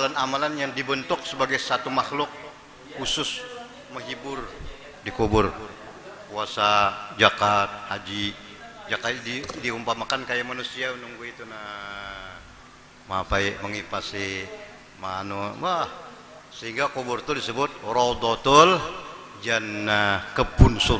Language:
Banjar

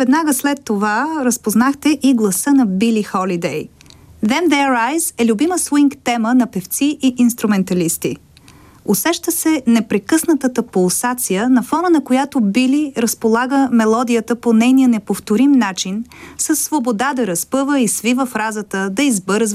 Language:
Bulgarian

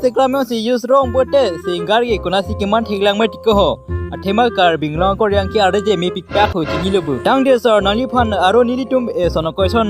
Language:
Karbi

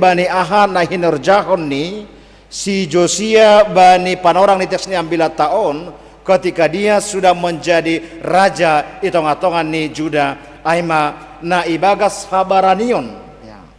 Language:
Batak Simalungun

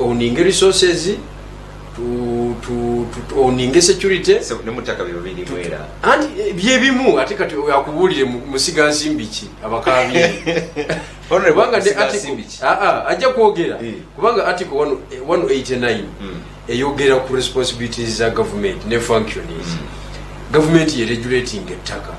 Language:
Ganda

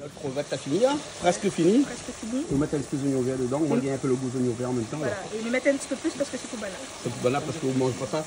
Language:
Réunion Creole French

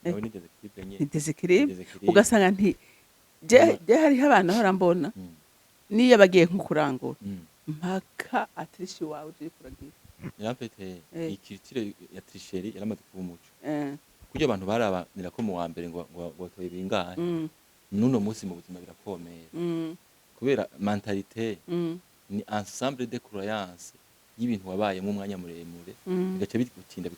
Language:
Rundi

